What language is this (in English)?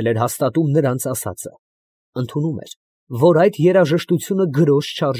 Armenian